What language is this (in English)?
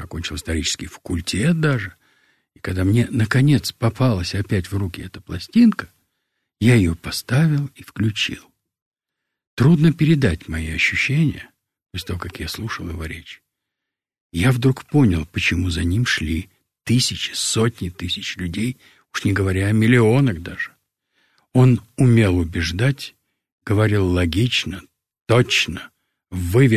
Russian